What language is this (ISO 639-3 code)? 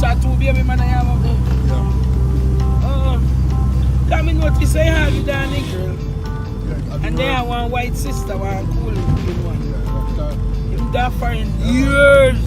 jam